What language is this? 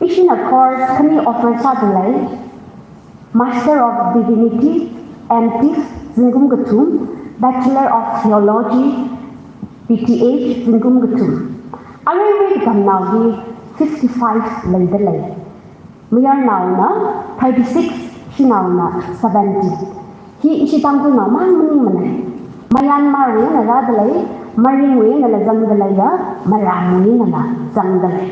Tangkhul Naga (India)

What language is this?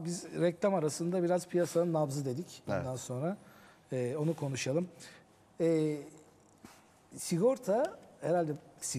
Turkish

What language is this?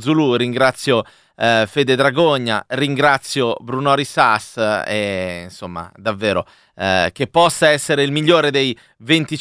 Italian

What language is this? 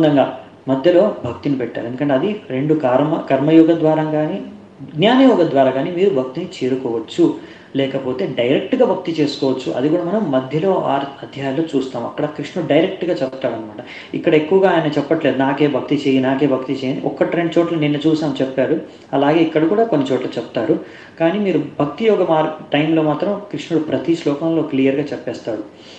Telugu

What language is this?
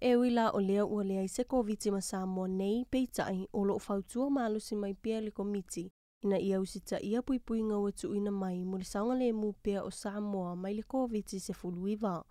Samoan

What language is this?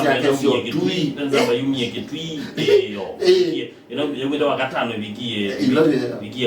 Kamba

